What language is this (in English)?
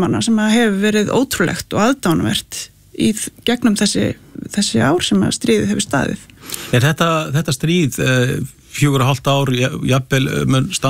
Icelandic